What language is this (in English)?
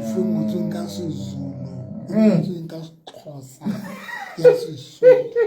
Southern Sotho